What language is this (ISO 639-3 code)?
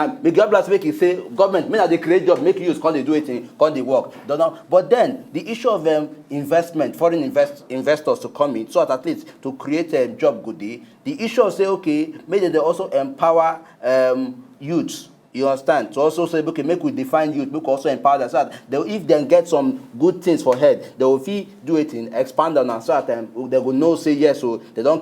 pcm